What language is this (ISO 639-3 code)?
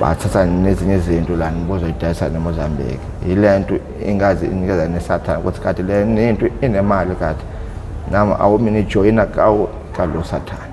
zul